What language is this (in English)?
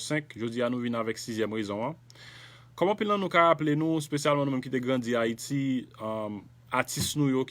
Haitian Creole